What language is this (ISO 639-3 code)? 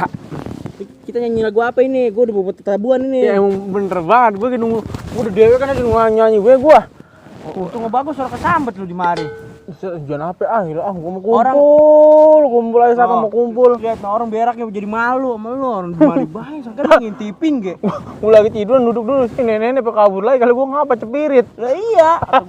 bew